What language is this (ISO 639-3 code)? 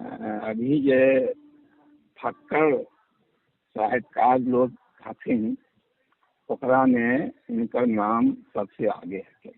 mag